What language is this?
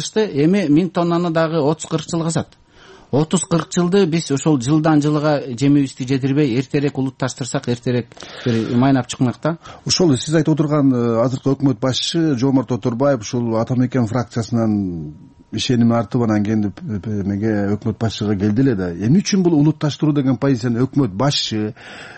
Kyrgyz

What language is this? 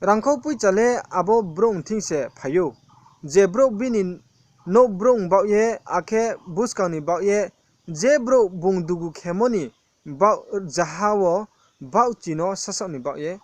Riang (India)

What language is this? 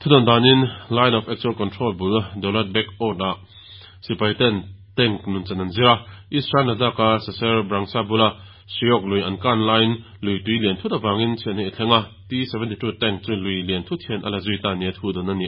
Mizo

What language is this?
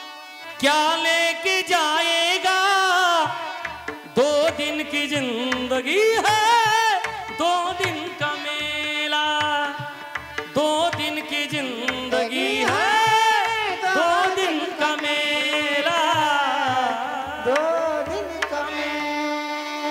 Marathi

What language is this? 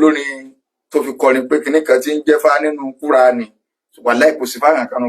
Yoruba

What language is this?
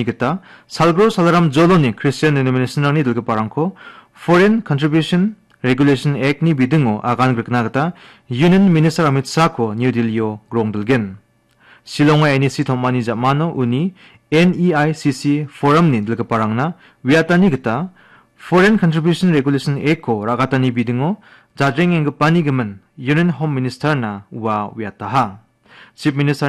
Garo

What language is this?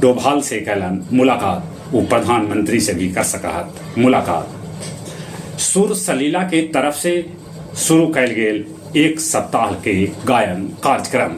Magahi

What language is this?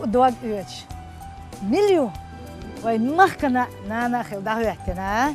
Chechen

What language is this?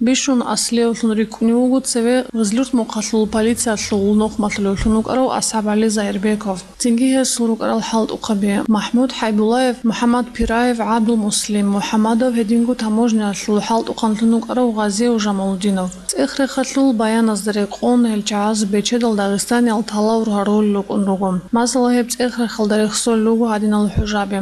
Avaric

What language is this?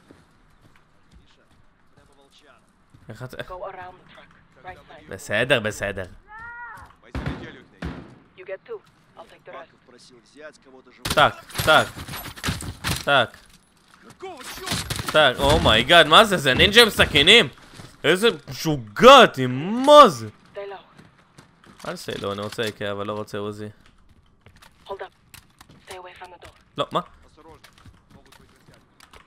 Hebrew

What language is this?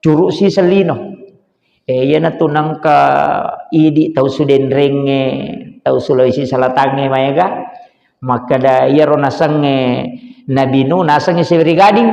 Buginese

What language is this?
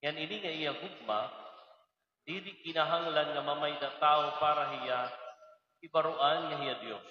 Waray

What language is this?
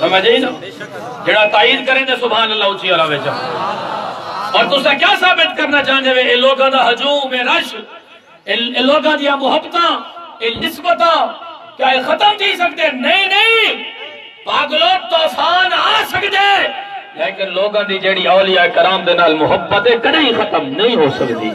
Saraiki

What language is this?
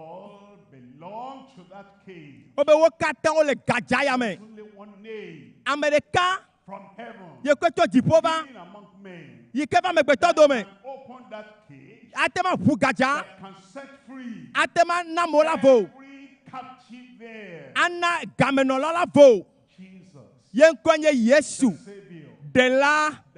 Ewe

